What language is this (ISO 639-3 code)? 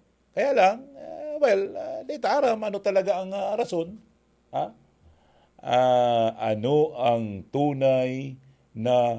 bik